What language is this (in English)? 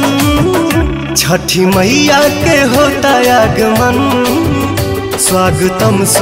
Bhojpuri